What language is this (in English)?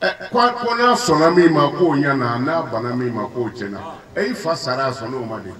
Bambara